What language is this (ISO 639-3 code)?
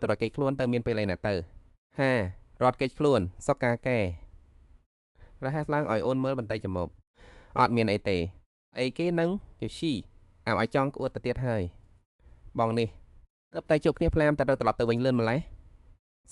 khm